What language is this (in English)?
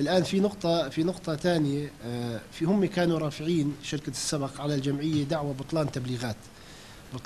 North Levantine Arabic